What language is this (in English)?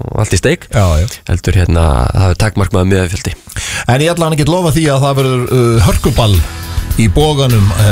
Icelandic